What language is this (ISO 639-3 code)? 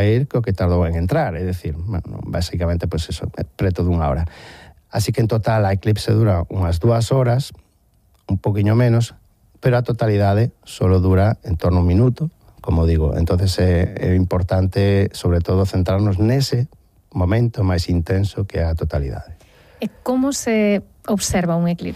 glg